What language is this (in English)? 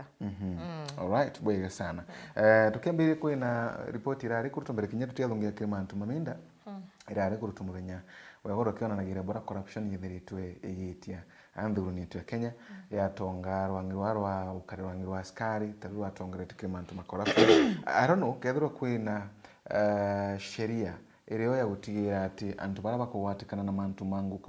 Meru